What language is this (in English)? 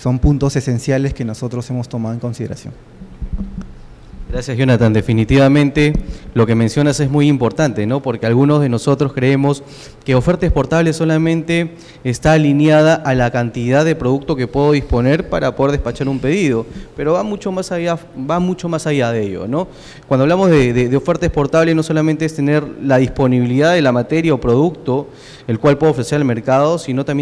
Spanish